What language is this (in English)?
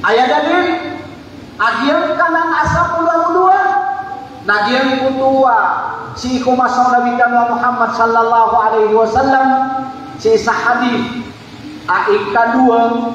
Maranao